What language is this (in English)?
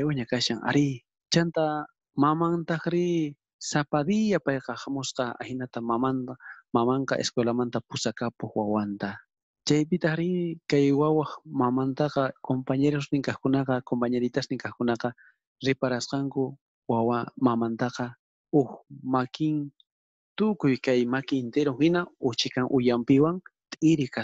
South Bolivian Quechua